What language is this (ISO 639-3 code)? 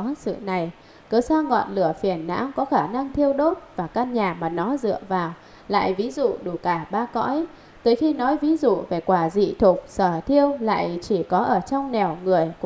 vie